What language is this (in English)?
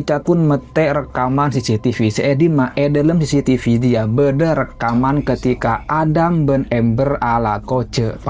Madurese